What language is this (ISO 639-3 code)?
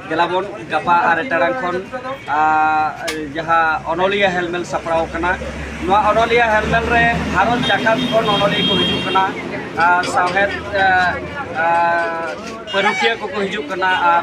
sat